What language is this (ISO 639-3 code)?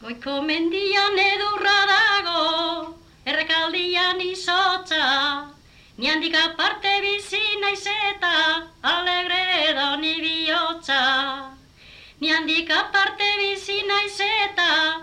eus